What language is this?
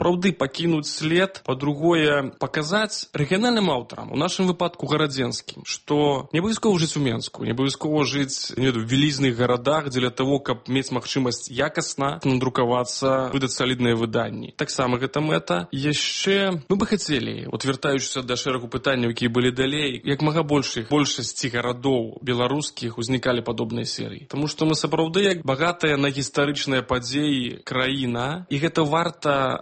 Belarusian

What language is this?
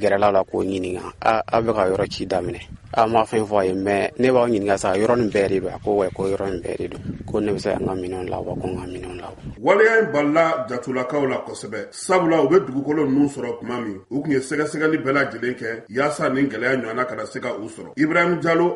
Bambara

